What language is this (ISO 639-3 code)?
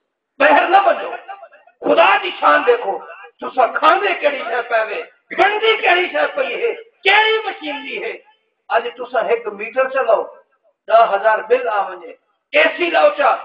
skr